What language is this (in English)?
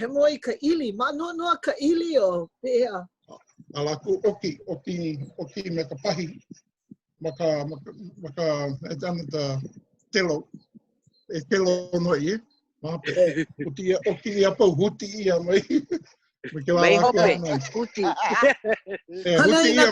Hawaiian